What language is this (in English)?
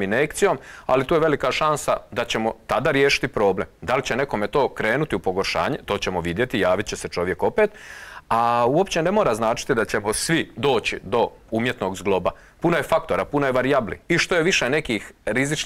Croatian